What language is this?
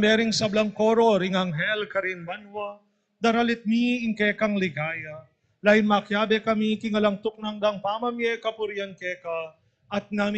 Pampanga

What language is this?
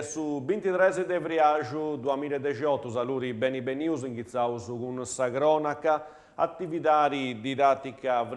Sardinian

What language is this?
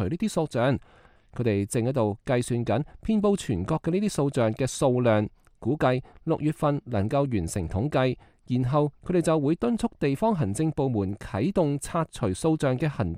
Cantonese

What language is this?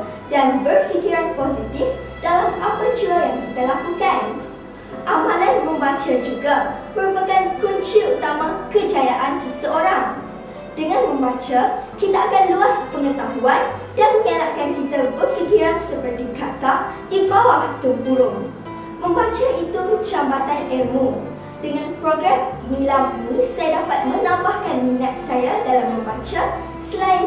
Malay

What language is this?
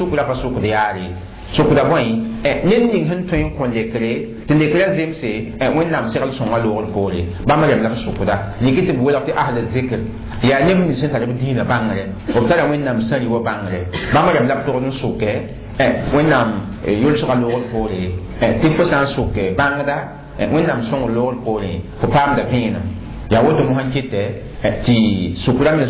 Mossi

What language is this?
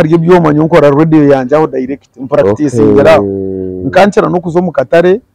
Nyankole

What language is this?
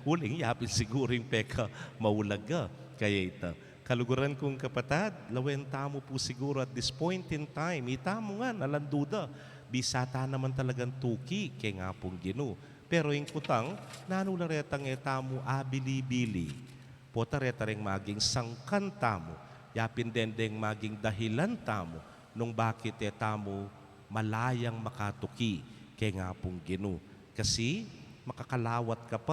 Pampanga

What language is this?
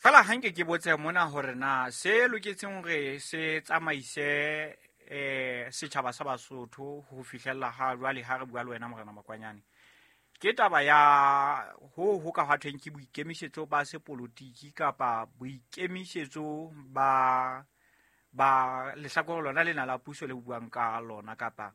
Southern Sotho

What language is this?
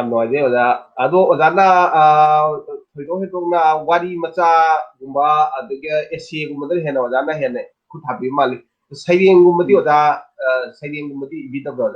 Manipuri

